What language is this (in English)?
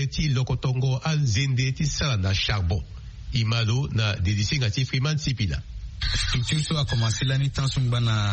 Sango